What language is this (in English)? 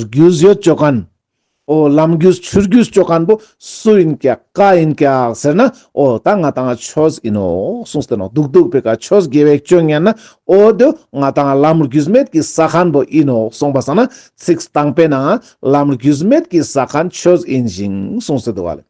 Ladakhi